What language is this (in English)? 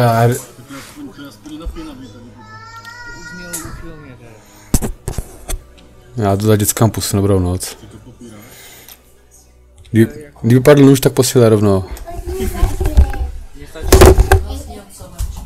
Czech